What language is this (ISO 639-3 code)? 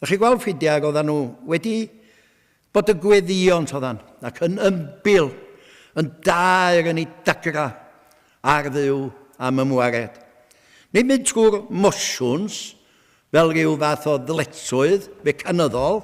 cym